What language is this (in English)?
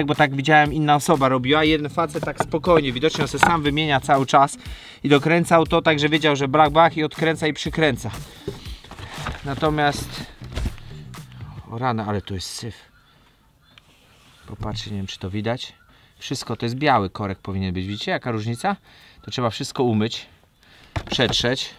Polish